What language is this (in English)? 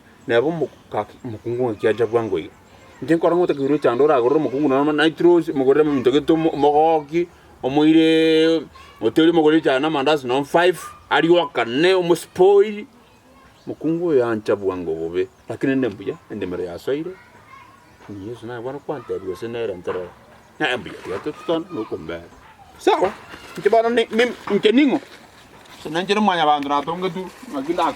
Gusii